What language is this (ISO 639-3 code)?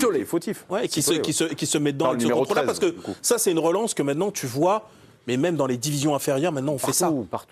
fra